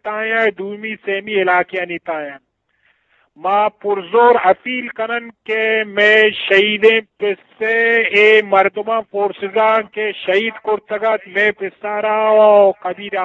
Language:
Eastern Balochi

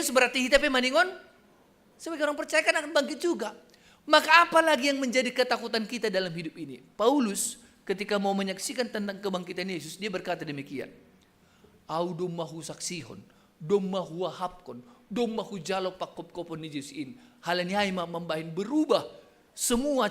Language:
Batak Simalungun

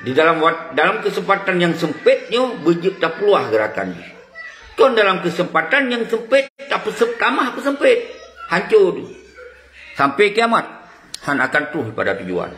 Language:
Achinese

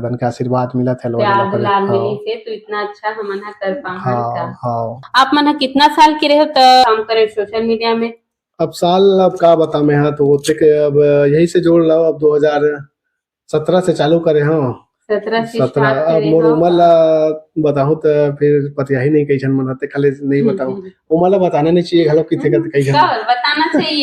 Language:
Chhattisgarhi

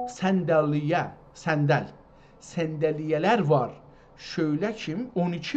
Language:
South Azerbaijani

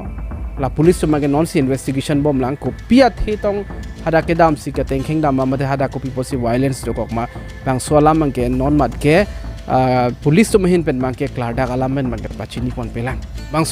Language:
Karbi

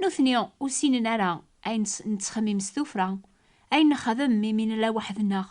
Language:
Kabyle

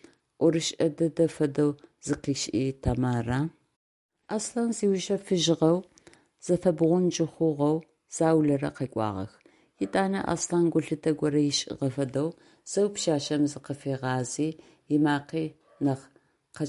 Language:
Adyghe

